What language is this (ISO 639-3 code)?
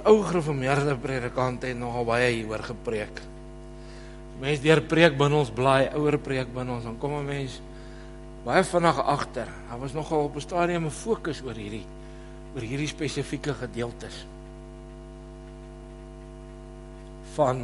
afr